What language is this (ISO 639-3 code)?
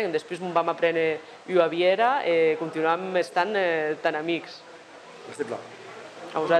oci